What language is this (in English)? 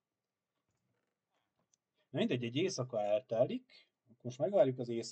Hungarian